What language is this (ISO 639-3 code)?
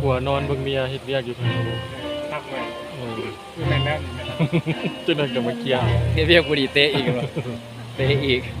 lao